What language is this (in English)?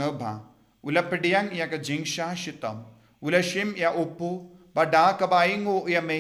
Khasi